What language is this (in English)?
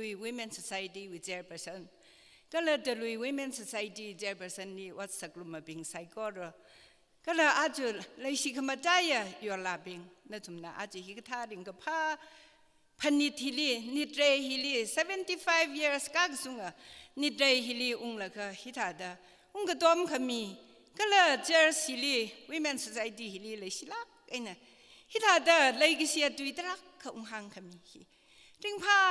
Tangkhul Naga (India)